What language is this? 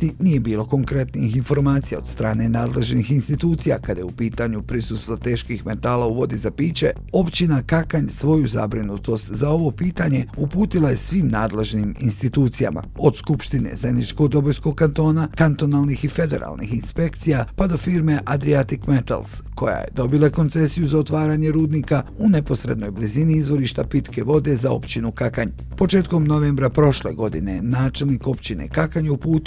Bosnian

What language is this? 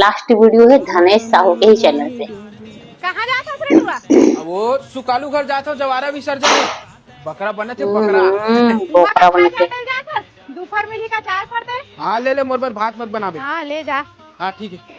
Chhattisgarhi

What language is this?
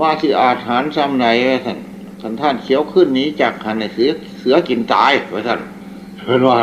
Northeastern Thai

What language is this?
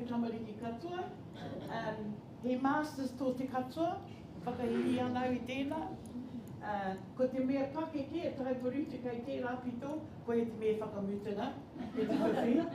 Māori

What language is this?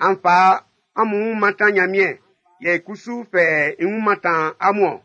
Baoulé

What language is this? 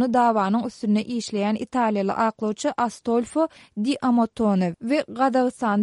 Turkmen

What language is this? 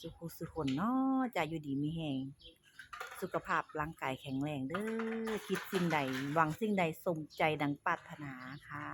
Northeastern Thai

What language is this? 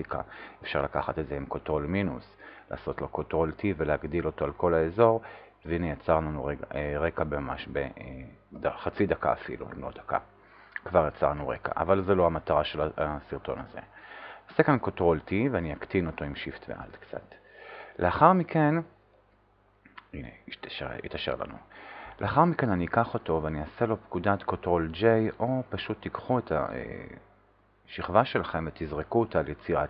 Hebrew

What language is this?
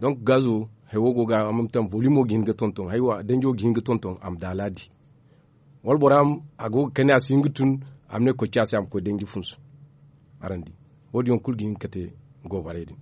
Zarma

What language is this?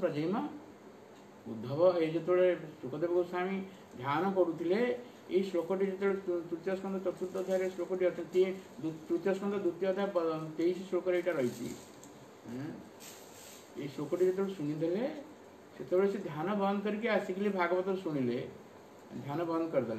Odia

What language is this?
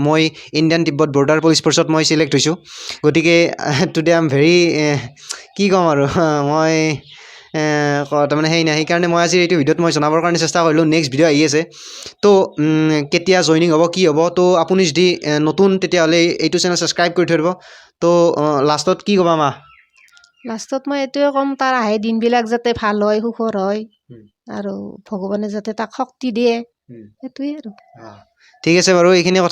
Assamese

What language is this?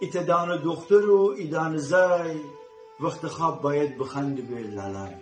Gilaki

